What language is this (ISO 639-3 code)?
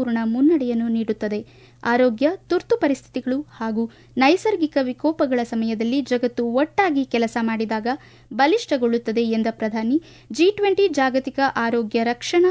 kan